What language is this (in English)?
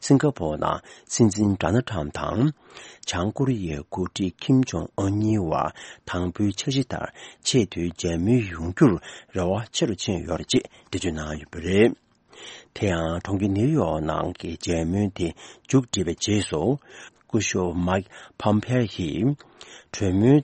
Tibetan